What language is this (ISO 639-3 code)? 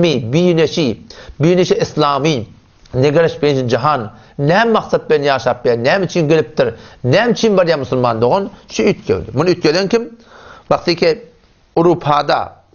tuk